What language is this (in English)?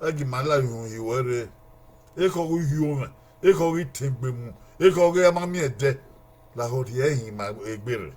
Bini